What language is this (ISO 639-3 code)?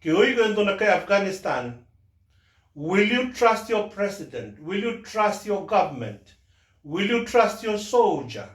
fij